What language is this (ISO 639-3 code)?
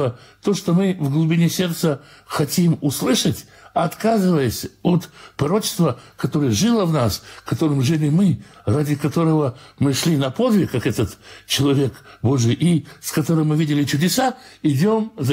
rus